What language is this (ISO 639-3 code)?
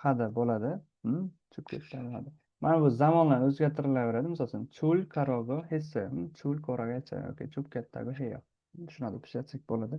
uzb